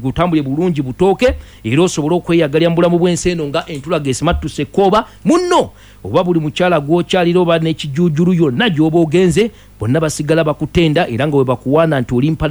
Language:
Ganda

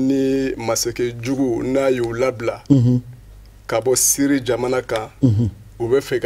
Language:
Bambara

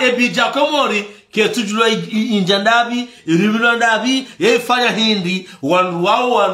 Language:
Ngazidja Comorian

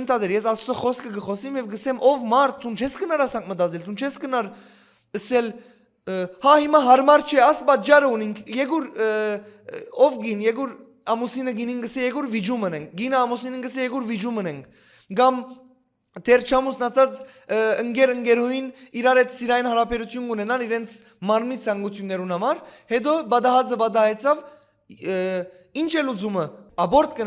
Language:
Western Armenian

